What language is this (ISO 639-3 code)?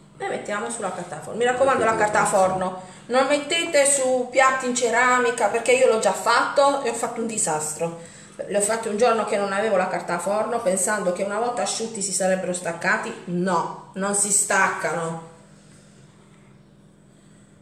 ita